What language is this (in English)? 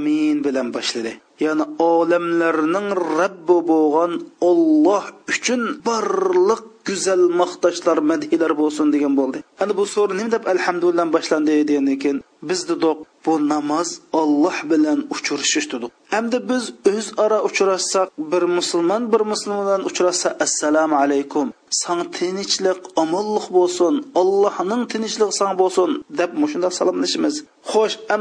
Uyghur